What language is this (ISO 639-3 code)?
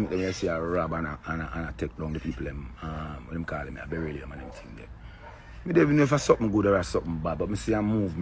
jam